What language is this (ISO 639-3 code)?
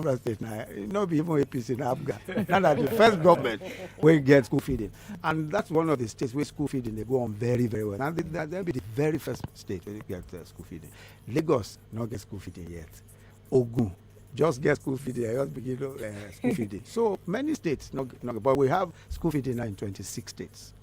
pcm